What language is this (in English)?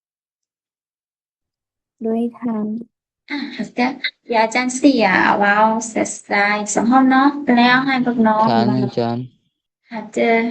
Lao